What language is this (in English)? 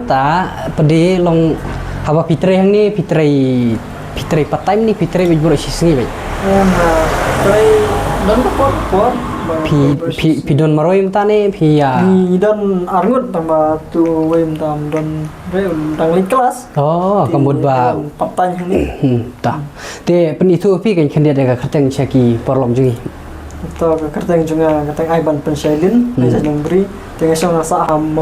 Khasi